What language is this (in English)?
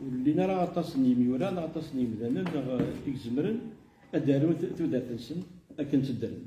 Kabyle